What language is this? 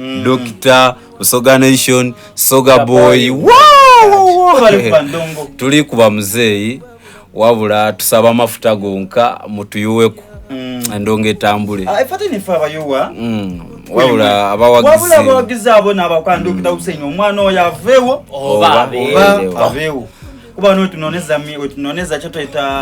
Soga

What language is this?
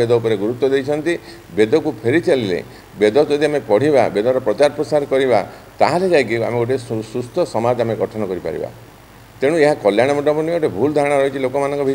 Odia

